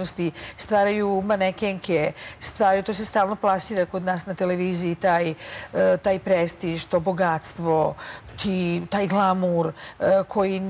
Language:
Serbian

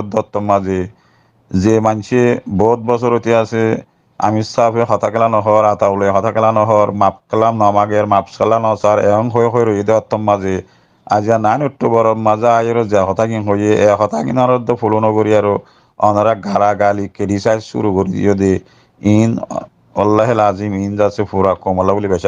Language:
Rohingya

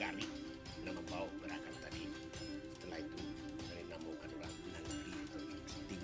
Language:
Minangkabau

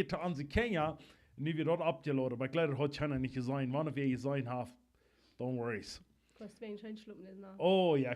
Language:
Plautdietsch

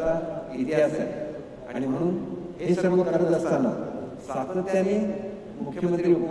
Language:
Marathi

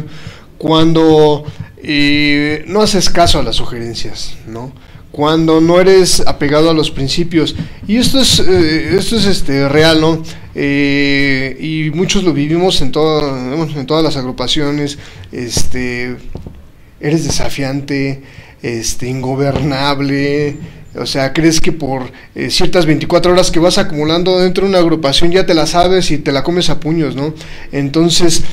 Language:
Spanish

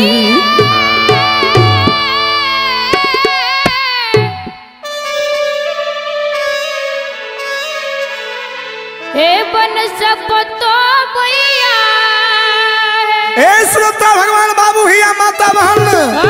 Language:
Bhojpuri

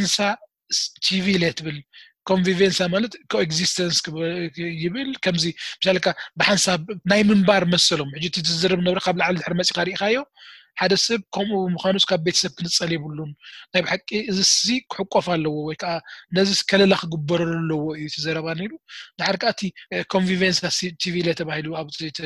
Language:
Tigrinya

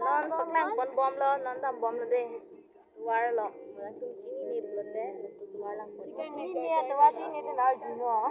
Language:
Karbi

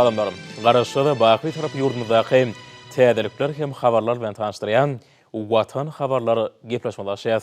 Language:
Turkmen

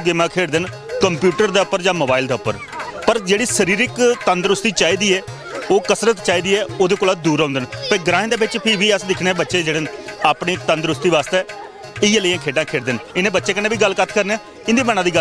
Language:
Dogri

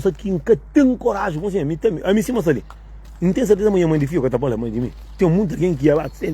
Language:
Kabuverdianu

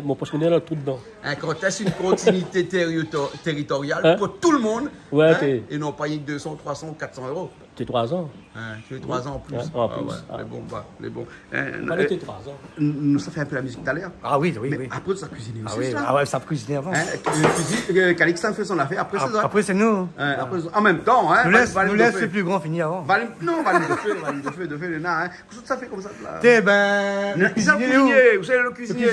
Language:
Réunion Creole French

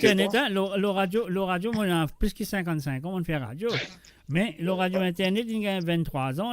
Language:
Morisyen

